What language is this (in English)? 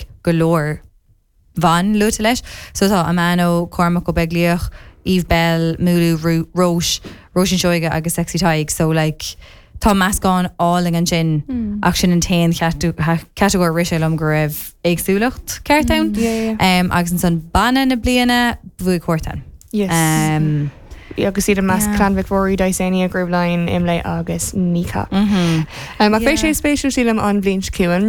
Irish